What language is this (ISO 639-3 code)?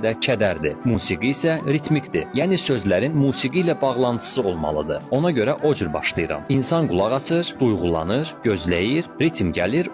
aze